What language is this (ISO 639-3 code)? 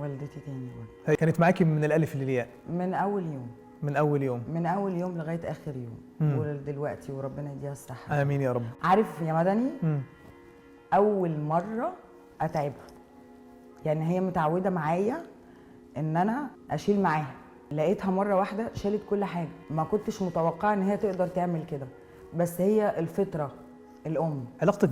arz